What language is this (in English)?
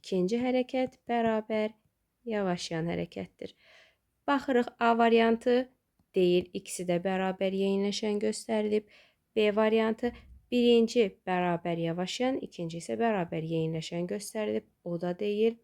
Azerbaijani